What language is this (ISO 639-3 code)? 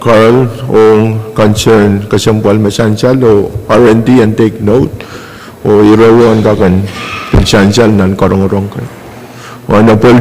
pon